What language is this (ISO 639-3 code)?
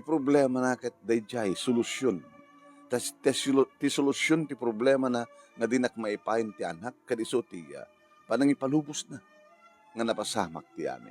ilo